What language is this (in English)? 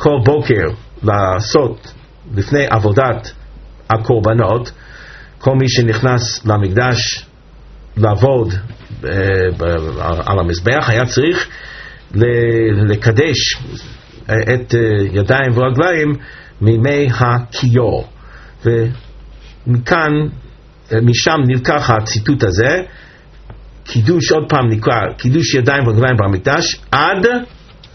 Hebrew